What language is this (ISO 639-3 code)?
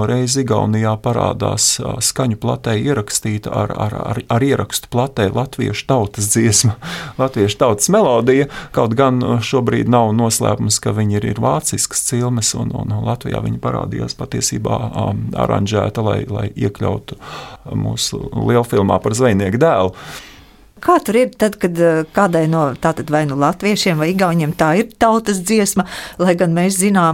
lav